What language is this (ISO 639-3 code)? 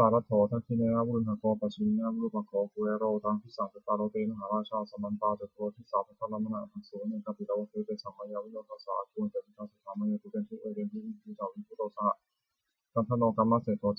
pli